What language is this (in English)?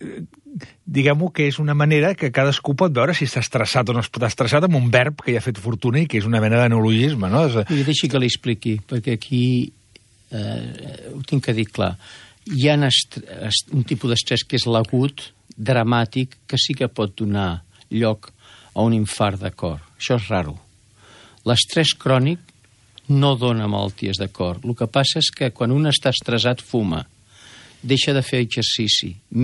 Catalan